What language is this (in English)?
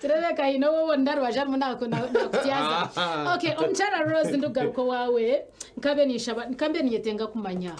Nyankole